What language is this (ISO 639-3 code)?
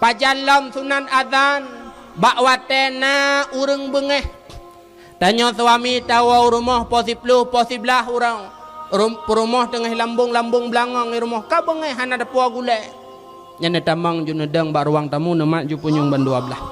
ace